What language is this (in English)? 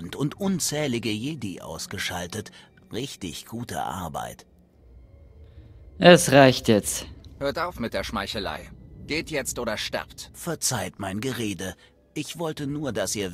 German